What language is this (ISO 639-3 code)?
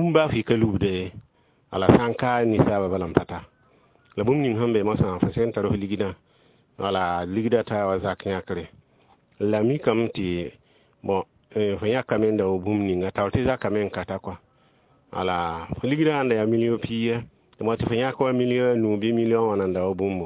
mos